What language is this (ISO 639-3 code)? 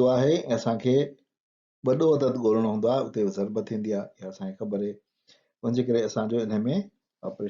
snd